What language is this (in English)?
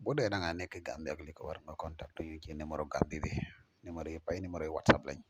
Wolof